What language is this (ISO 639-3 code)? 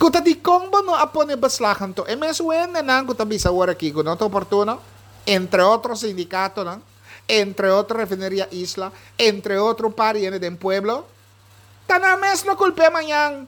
pap